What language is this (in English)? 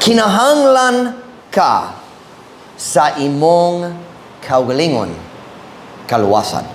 Cebuano